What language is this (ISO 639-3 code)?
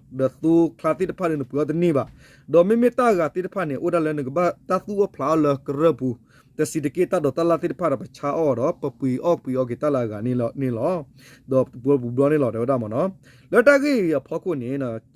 ksw